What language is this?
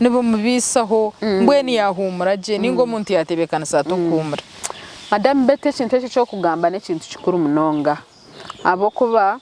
Nyankole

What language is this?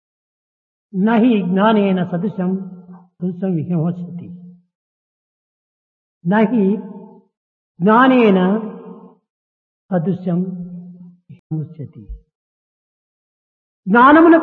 Telugu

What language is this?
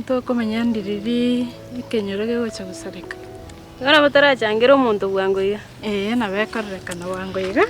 Gusii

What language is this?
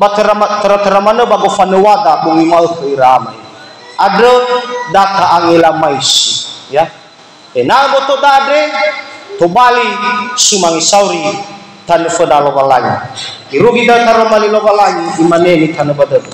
Nias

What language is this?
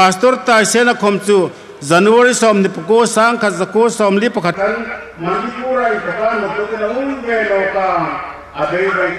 Hmar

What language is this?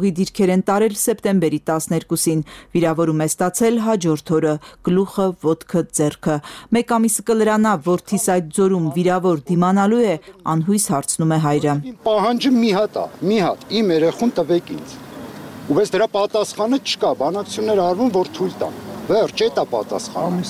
Armenian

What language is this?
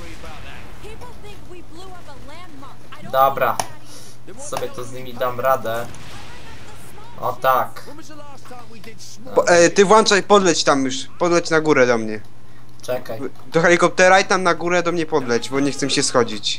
Polish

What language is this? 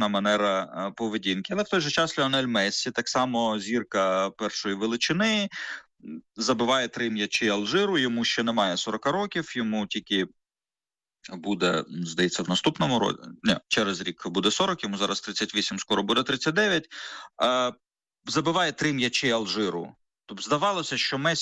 Ukrainian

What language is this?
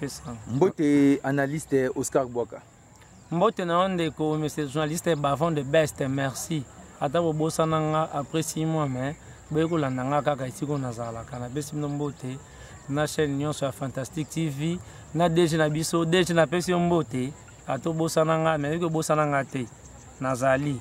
Lingala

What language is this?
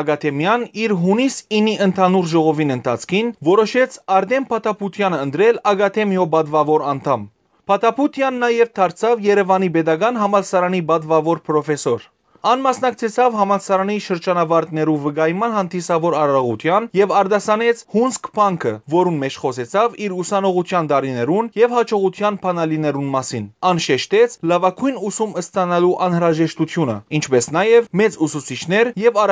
Western Armenian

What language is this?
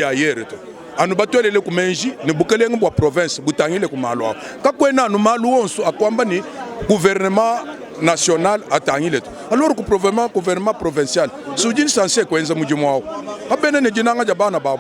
Luba-Lulua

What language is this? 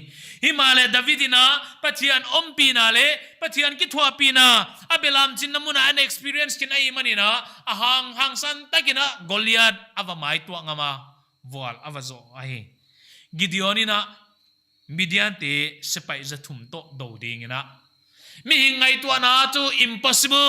Paite Chin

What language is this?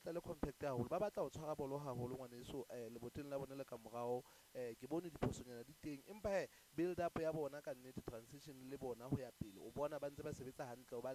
Southern Sotho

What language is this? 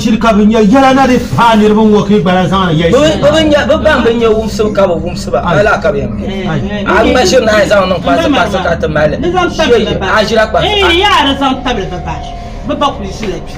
Dagbani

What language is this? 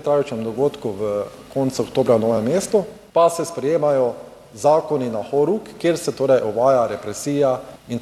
Slovenian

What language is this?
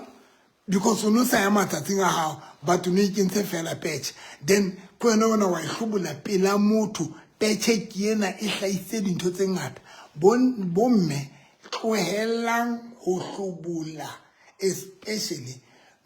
Southern Sotho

